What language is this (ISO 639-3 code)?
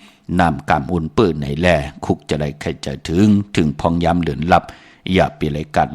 shn